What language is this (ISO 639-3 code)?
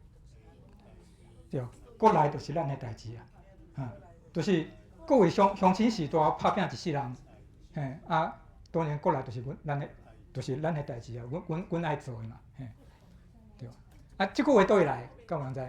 nan